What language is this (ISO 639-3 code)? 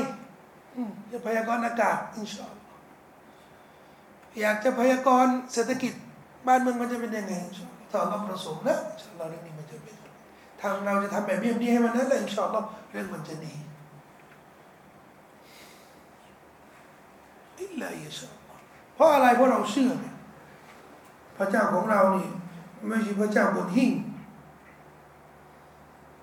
tha